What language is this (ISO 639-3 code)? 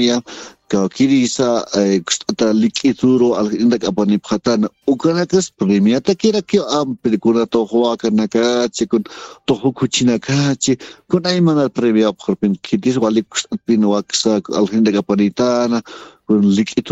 aym